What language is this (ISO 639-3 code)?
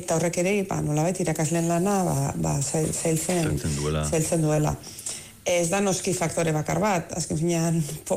eus